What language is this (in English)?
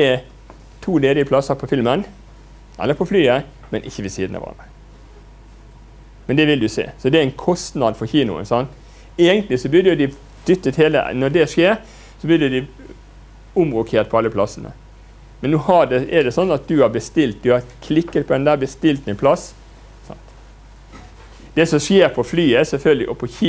Norwegian